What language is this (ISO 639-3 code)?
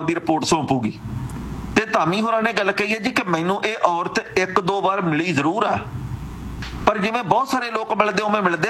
pan